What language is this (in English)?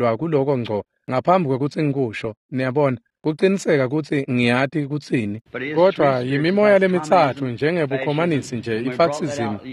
Swati